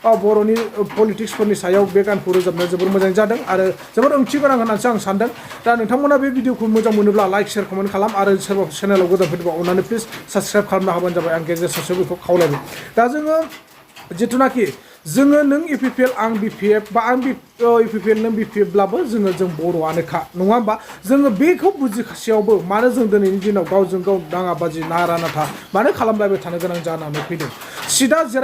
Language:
Bodo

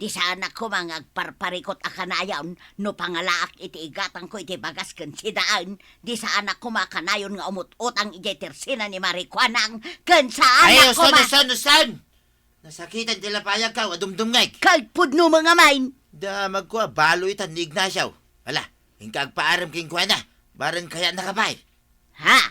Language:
Iloko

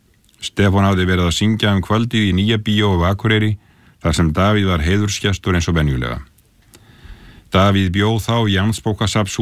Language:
Icelandic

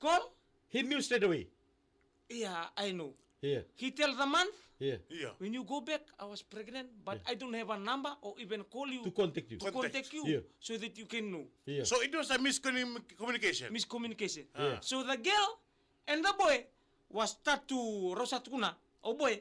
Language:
Fijian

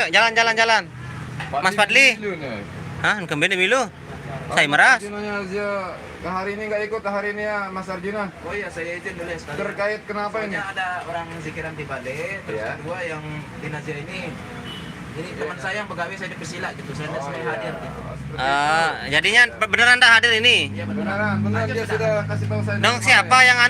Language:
Sasak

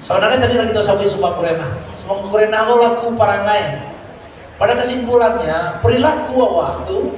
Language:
Minangkabau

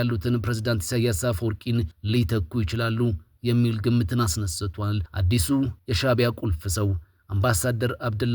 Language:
Amharic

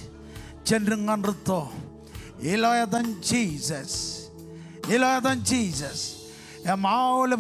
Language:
Marshallese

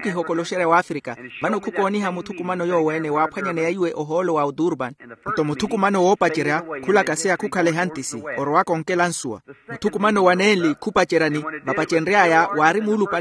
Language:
Makhuwa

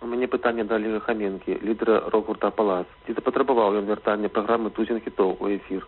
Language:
Belarusian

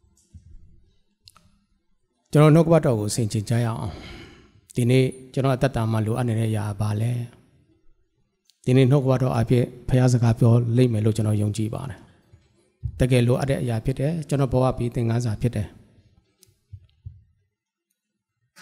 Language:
Burmese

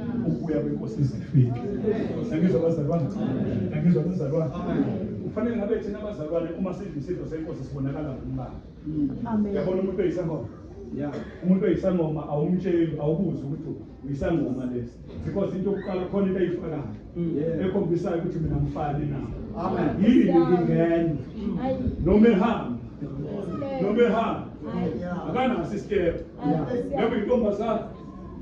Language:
Zulu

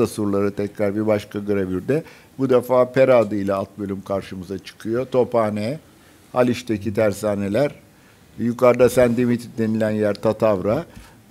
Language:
Turkish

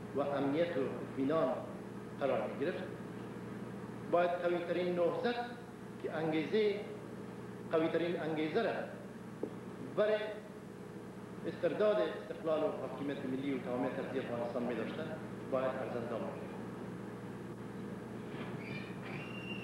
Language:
Persian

